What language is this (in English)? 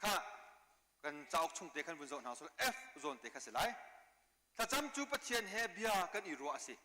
Hakha Chin